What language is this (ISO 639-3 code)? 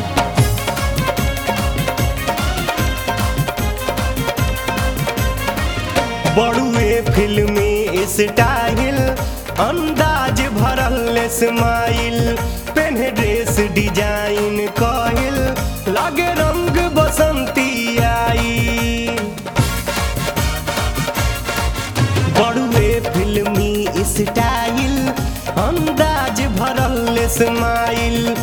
bho